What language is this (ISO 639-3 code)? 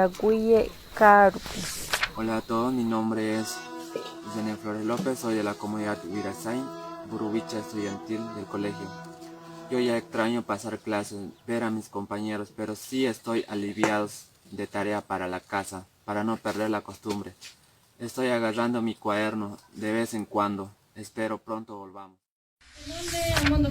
grn